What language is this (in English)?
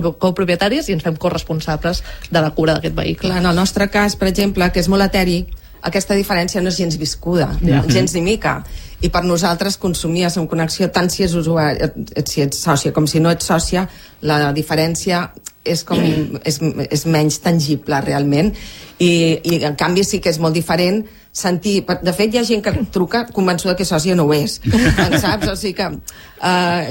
Catalan